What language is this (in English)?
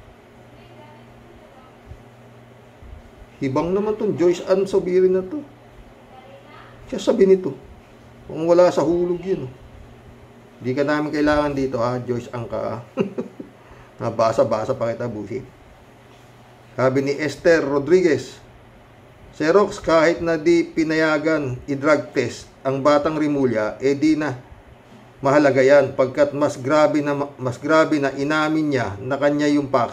Filipino